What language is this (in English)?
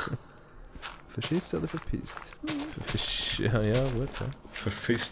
Swiss German